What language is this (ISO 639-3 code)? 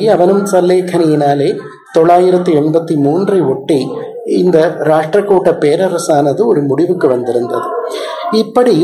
tam